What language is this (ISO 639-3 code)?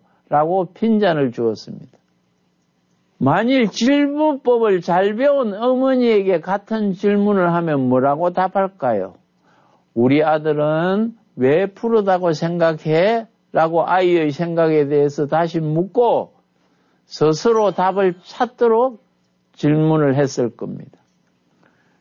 kor